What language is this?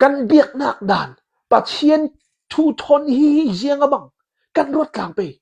Hakha Chin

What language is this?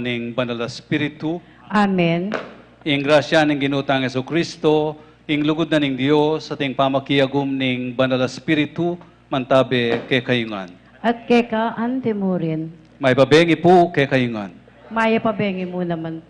Pampanga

